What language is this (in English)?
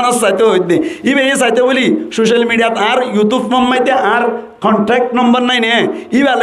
Rohingya